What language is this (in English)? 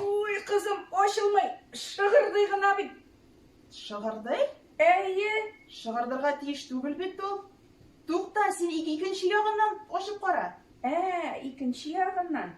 Tatar